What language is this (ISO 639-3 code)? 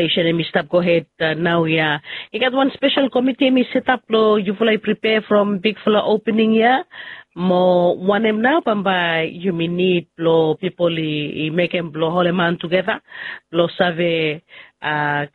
bis